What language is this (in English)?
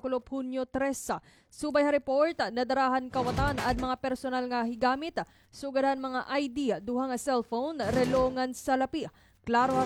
Waray